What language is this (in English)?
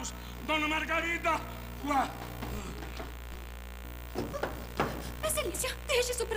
Portuguese